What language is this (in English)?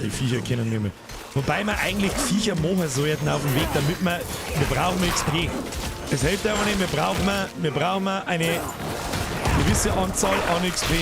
Bavarian